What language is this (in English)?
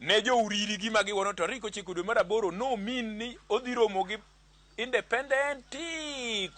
Luo (Kenya and Tanzania)